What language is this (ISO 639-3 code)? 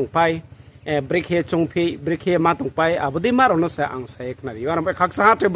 ria